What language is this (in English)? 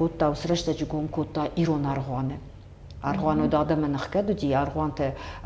Ossetic